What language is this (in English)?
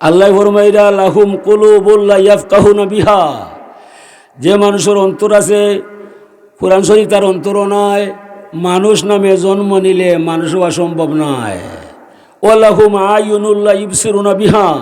Sylheti